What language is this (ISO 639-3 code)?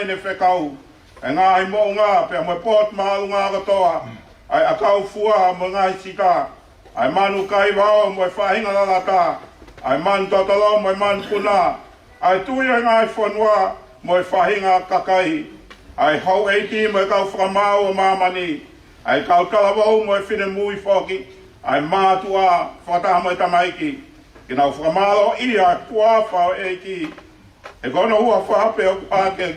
ton